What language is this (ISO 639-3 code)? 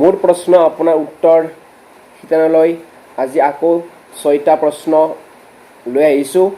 asm